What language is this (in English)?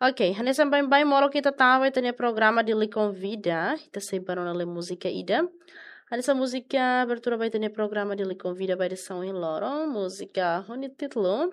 Tetum